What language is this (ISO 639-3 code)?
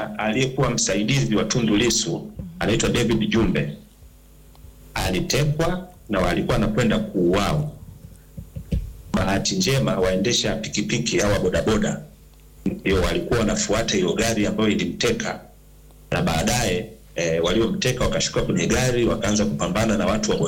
swa